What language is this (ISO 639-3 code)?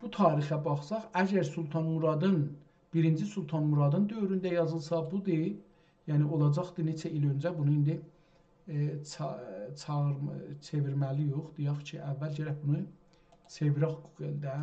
azb